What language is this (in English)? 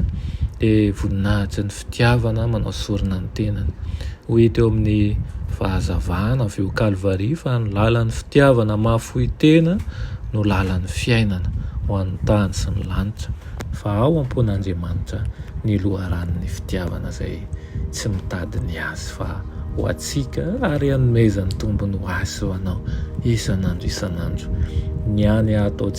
Malagasy